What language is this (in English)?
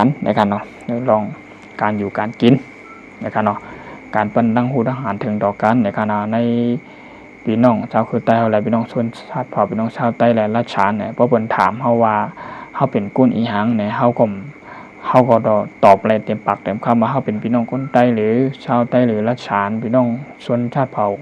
Shan